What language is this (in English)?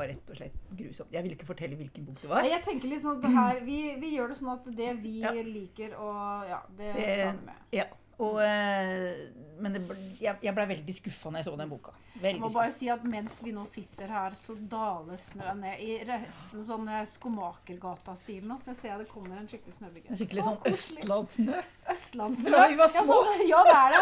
Norwegian